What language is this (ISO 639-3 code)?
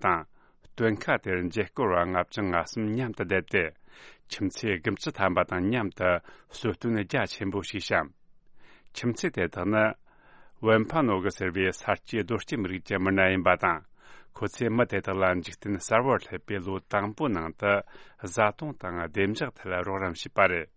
bod